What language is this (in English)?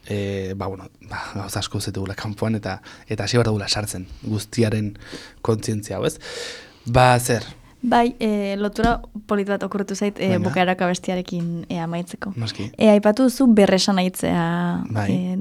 Basque